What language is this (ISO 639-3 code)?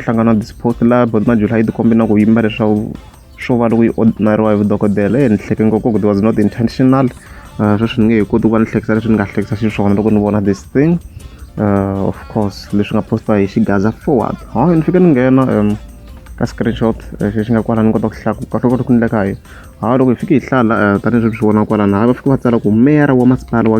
tso